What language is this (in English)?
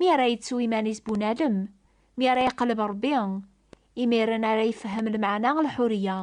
Kabyle